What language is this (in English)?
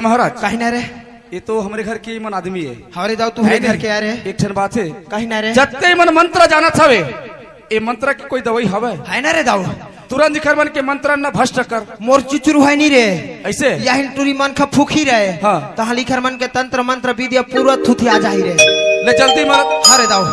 Chhattisgarhi